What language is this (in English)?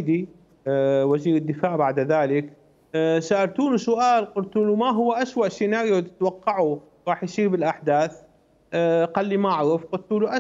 Mesopotamian Arabic